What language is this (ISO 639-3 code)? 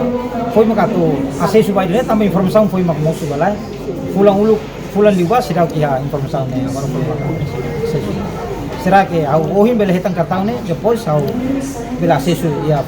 tet